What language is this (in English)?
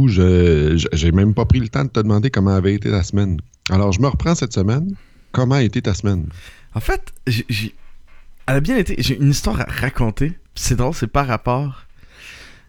French